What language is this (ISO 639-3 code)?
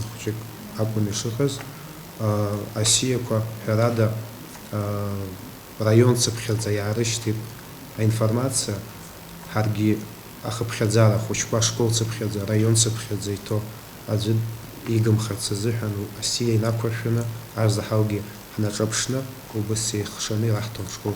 abk